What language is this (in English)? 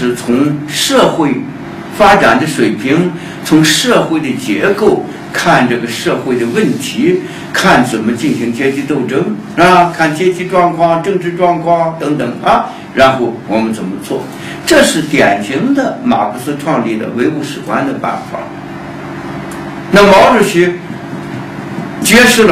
Chinese